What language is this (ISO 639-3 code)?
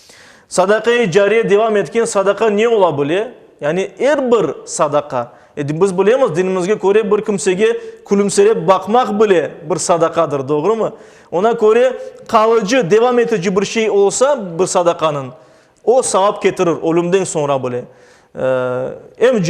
crh